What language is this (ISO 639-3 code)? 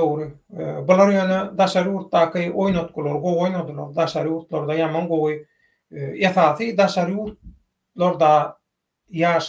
tuk